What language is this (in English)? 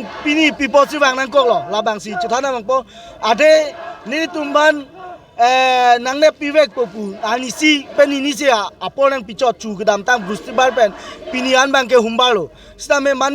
Karbi